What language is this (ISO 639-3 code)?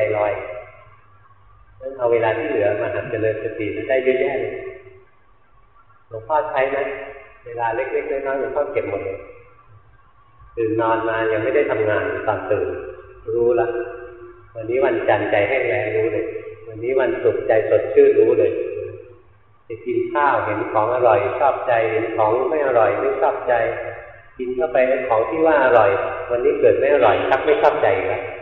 tha